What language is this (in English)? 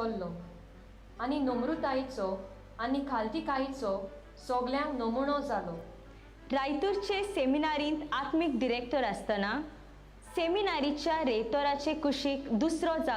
Konkani